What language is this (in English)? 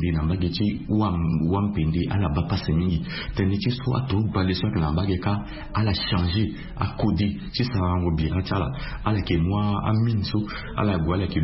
Sango